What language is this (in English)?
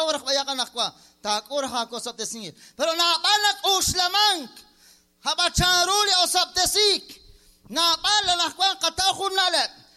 Kekchí